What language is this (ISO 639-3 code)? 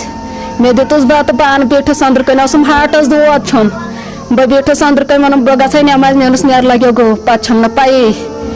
kas